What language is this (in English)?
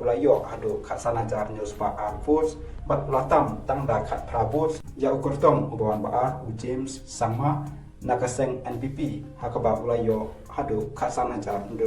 Khasi